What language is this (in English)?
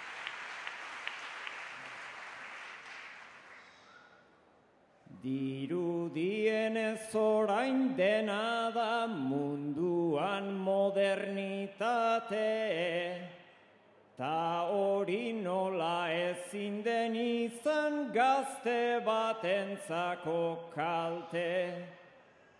Basque